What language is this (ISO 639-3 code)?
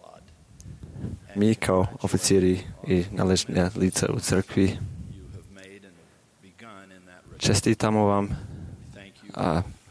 hrv